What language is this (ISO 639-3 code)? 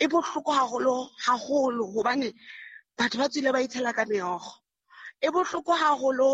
sot